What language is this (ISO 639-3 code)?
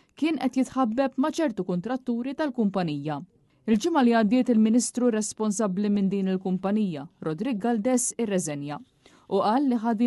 mlt